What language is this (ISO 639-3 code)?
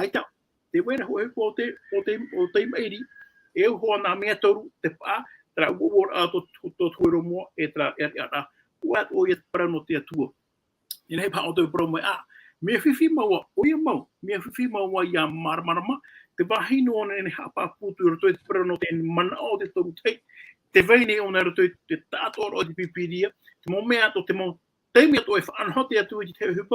tah